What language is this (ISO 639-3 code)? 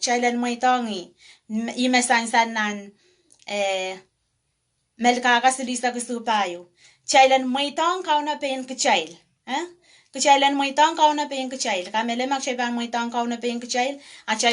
pon